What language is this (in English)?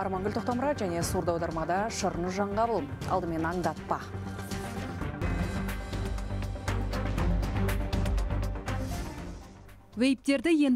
Kazakh